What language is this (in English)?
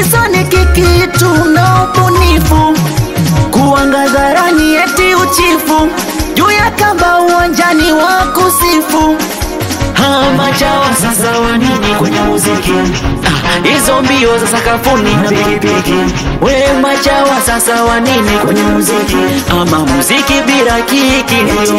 Swahili